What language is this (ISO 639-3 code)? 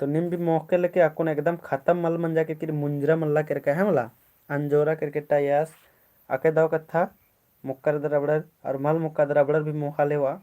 kru